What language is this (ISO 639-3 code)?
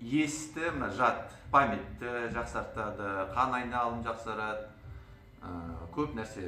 kaz